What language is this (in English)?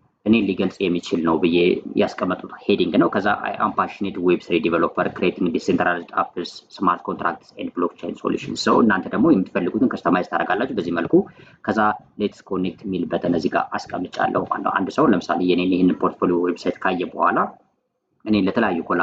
Amharic